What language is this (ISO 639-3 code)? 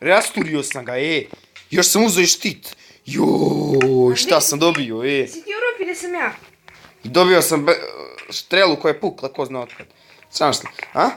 bos